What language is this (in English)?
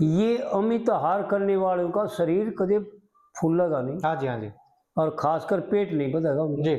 Haryanvi